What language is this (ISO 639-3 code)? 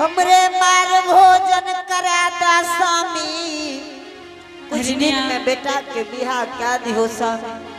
anp